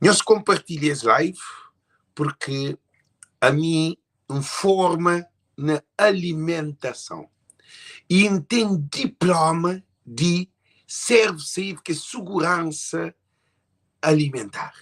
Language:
Kabuverdianu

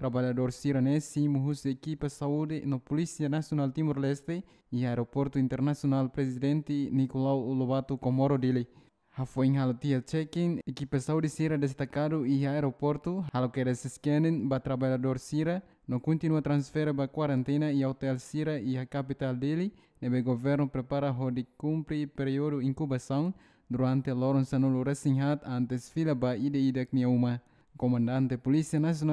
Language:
Tetum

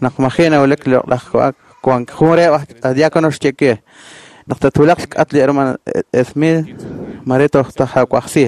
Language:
Kekchí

